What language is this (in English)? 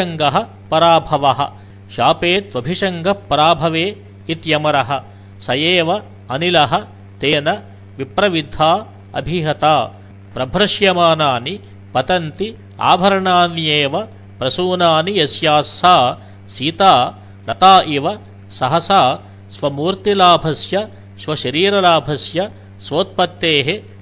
Sanskrit